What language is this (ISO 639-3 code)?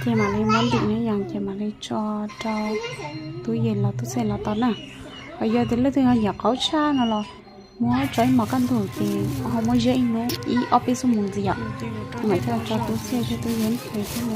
hmn